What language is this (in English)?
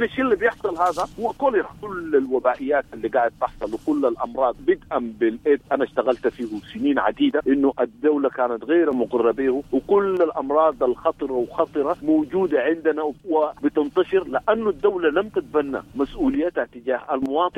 Sudanese Arabic